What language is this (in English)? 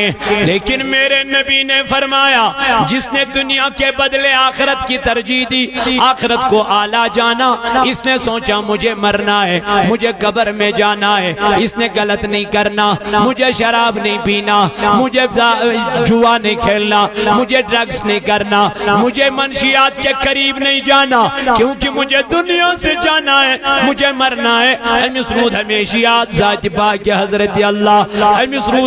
Kashmiri